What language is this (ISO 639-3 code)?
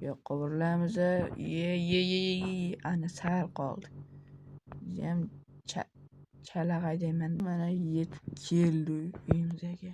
uzb